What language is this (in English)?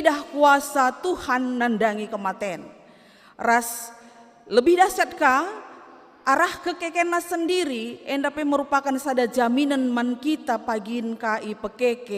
Batak Karo